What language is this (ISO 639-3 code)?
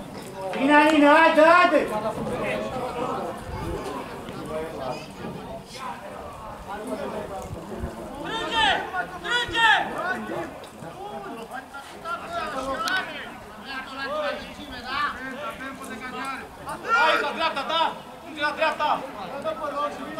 ron